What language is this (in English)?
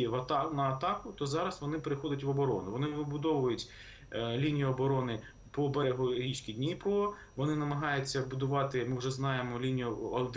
Ukrainian